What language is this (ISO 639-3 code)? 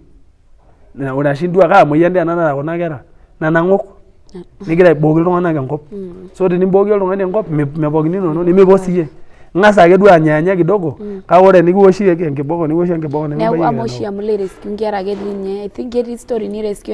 mas